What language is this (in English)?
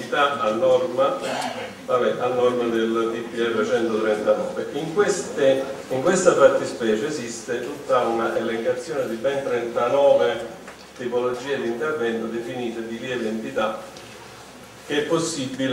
Italian